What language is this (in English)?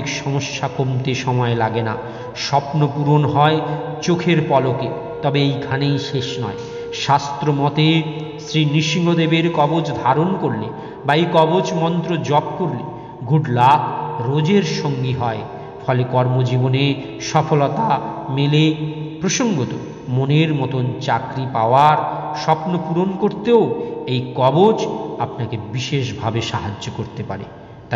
Bangla